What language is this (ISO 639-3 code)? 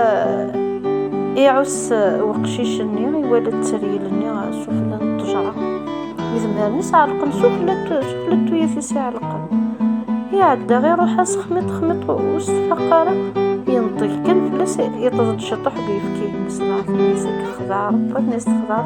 kab